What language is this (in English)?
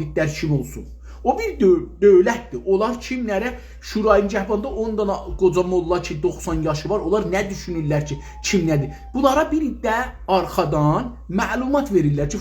South Azerbaijani